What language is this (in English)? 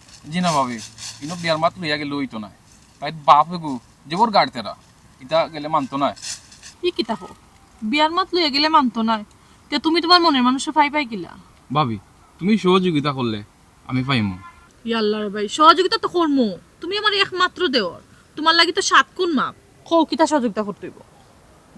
Sylheti